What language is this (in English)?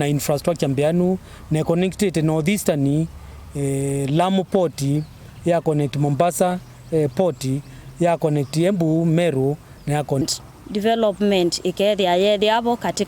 Kamba